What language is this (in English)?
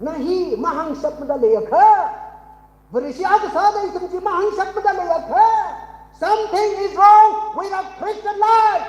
Tangkhul Naga (India)